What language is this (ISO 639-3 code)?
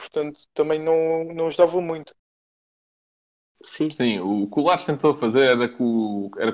por